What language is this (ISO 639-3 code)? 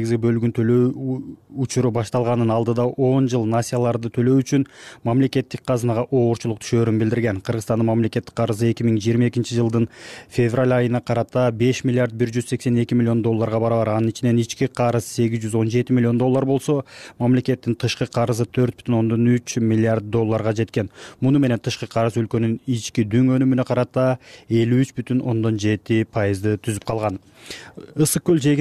kir